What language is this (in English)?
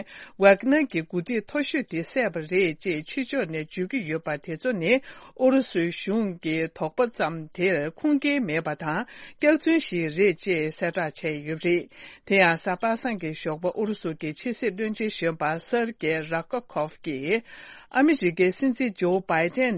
Tibetan